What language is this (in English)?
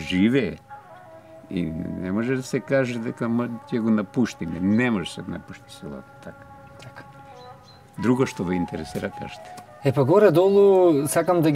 Macedonian